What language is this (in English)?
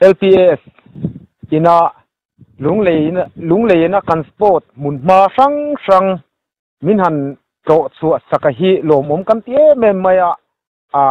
Mizo